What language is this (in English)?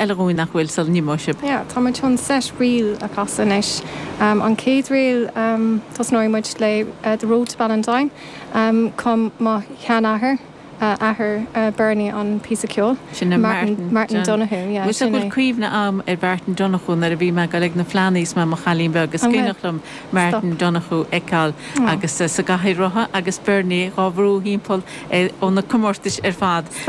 Irish